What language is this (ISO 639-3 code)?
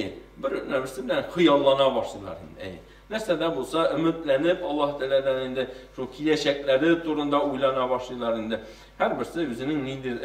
tat